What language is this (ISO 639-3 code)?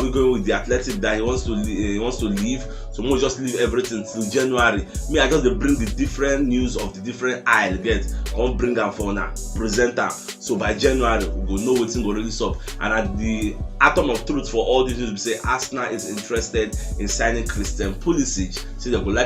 pcm